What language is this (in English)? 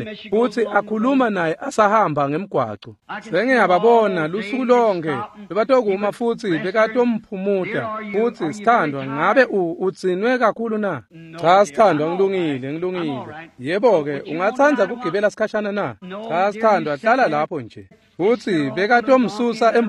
Swati